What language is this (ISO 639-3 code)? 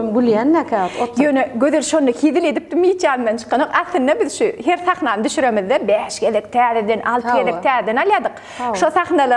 tuk